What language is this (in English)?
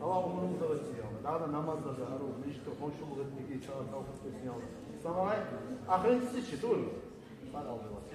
Kumyk